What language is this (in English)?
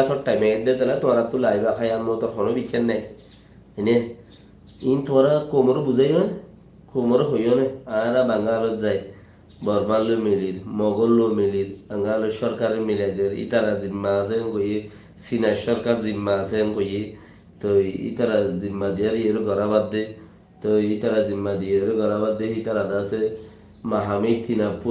Rohingya